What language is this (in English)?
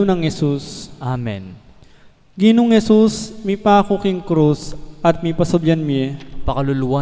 Pampanga